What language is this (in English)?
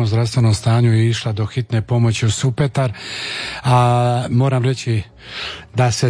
Croatian